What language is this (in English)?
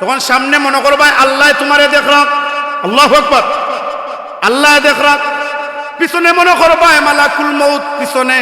Sylheti